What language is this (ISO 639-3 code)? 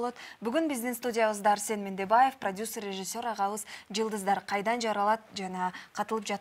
kir